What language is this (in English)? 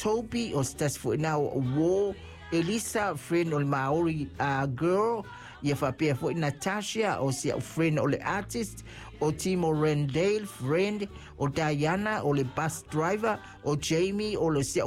Samoan